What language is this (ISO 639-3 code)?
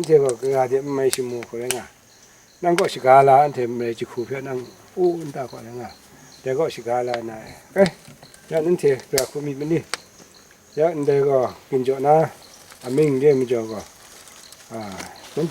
kac